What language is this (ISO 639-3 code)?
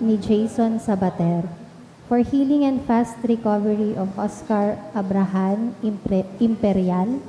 bik